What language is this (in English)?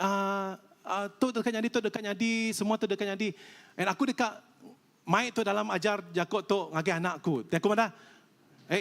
Iban